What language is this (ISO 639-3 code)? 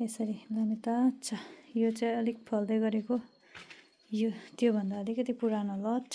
nep